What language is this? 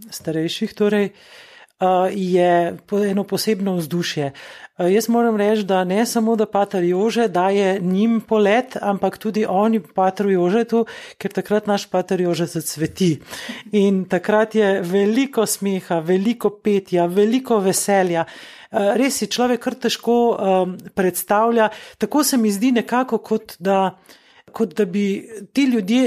Slovenian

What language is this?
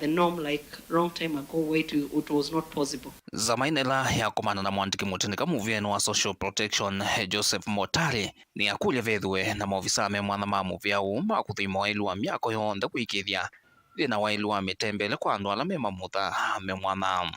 Kamba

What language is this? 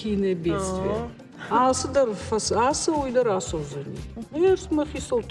Ossetic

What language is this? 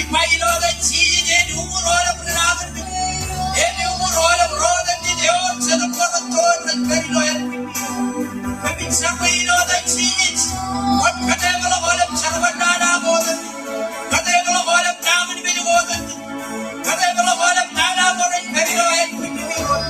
Marshallese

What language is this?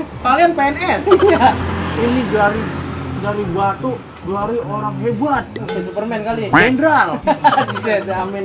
Betawi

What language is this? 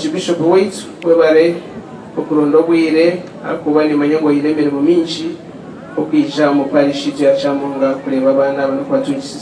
Nyankole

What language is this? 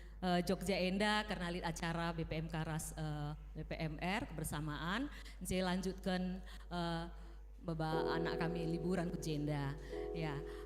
Batak Karo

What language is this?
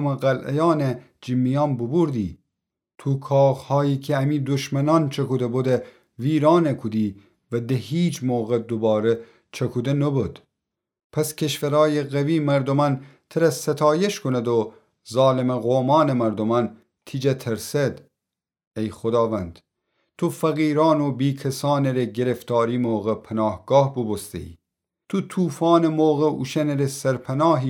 Gilaki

